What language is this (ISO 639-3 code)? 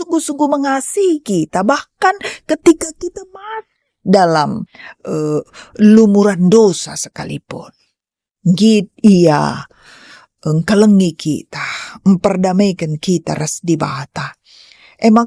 btx